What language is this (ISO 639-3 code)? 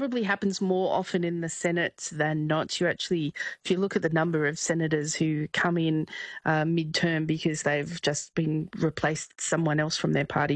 eng